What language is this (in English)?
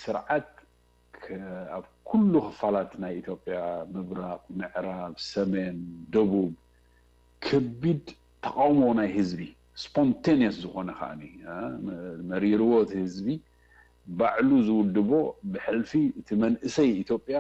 Tigrinya